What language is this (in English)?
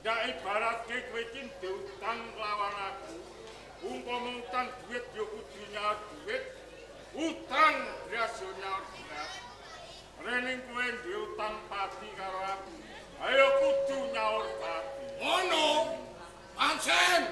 Javanese